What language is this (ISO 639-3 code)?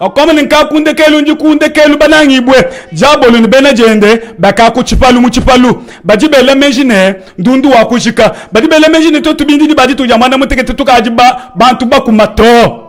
lua